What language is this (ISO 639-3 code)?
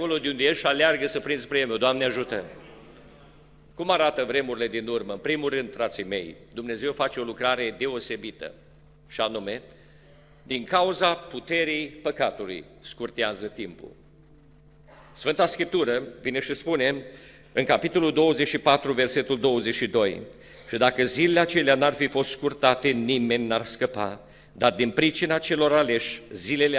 ron